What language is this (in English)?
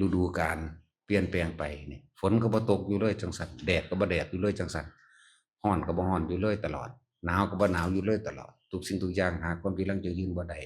Northeastern Thai